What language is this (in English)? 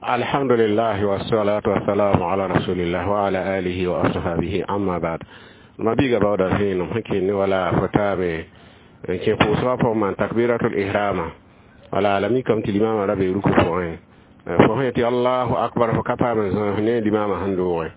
Mossi